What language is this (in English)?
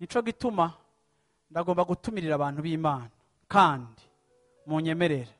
Rundi